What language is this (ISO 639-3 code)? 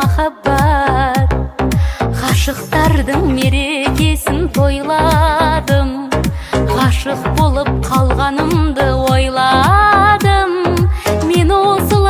kaz